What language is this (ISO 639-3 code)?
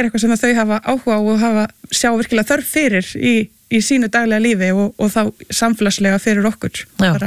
isl